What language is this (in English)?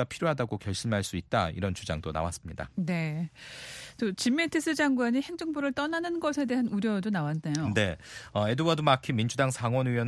Korean